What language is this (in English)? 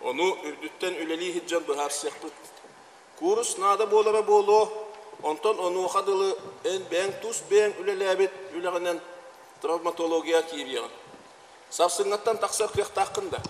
Yakut